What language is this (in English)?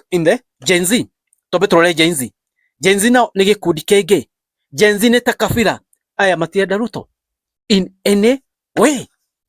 Kikuyu